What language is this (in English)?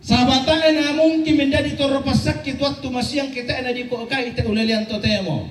Toraja-Sa'dan